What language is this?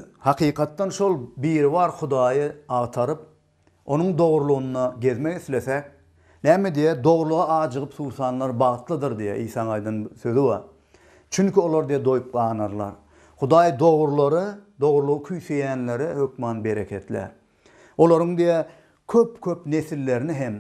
Turkmen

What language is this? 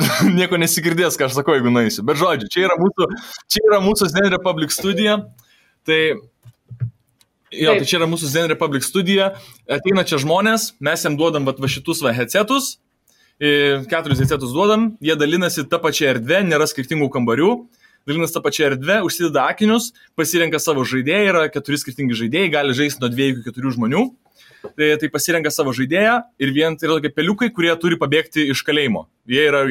Lithuanian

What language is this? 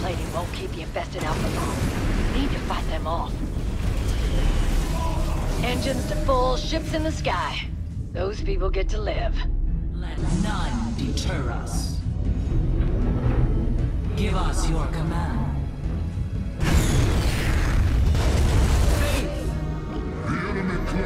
English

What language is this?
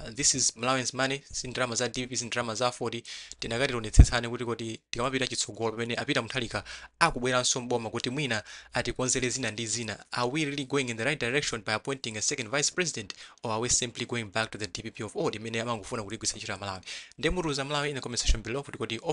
Nyanja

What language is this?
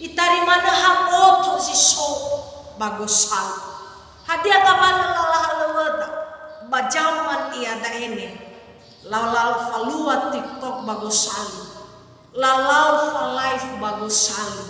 Nias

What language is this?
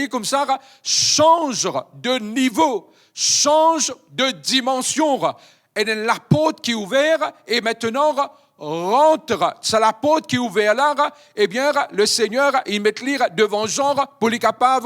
Morisyen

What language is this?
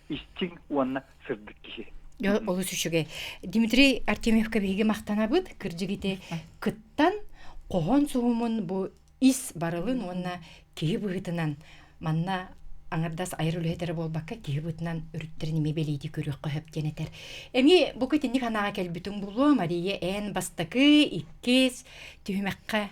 Yakut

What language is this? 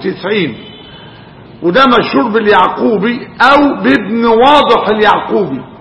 Arabic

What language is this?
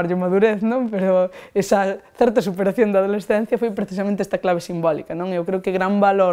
Galician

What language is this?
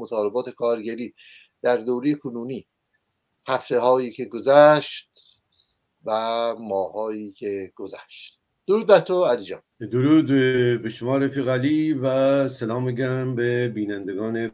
Persian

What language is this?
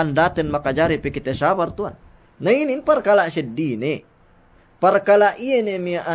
Yakan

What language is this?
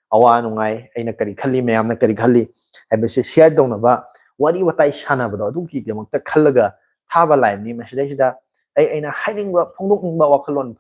Manipuri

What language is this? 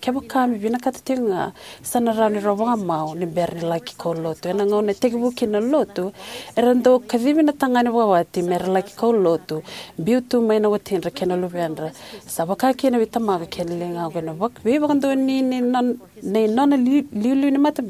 Fijian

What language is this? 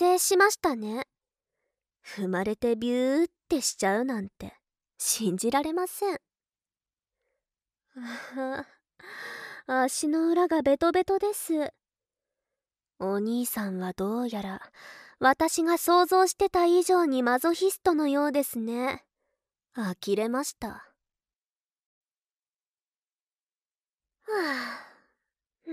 Japanese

